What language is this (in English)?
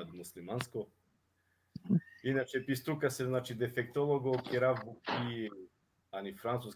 Balkan Romani